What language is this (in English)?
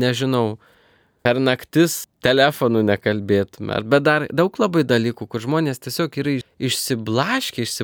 Lithuanian